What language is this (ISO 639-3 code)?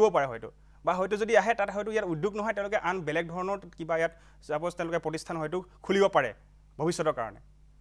asm